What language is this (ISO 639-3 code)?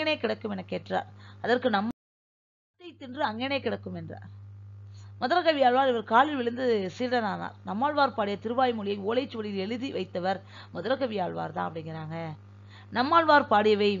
tam